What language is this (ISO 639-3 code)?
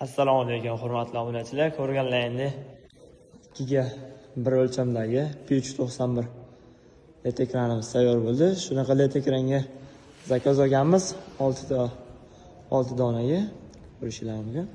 uzb